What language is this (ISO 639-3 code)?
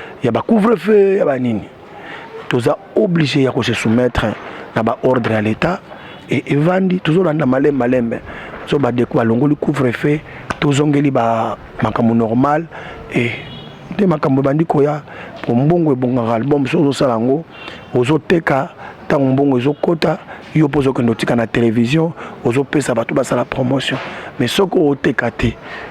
lin